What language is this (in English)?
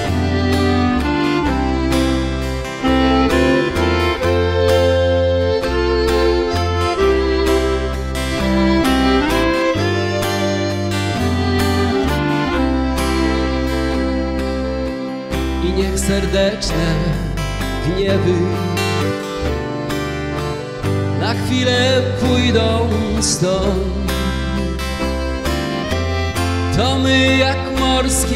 Polish